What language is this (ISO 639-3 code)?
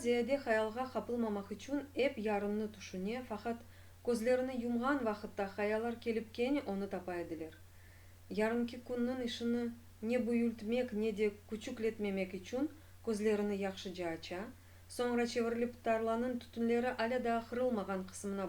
crh